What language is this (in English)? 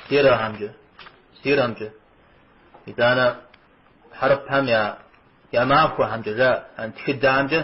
Kabardian